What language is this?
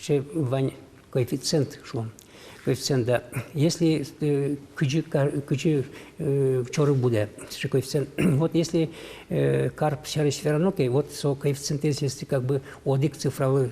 Udmurt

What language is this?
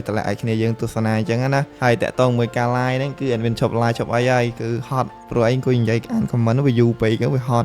Khmer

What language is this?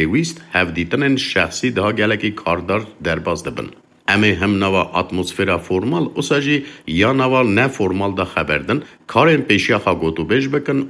Kurdish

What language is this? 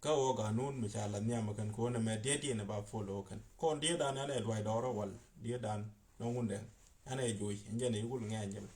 Nuer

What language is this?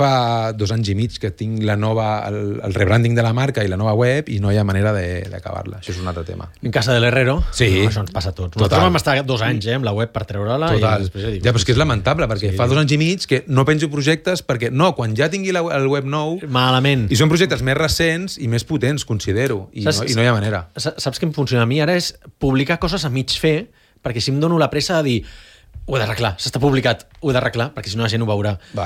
Catalan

